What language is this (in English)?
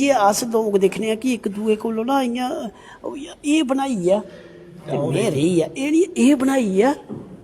Dogri